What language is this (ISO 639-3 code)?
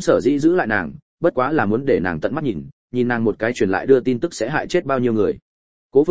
vie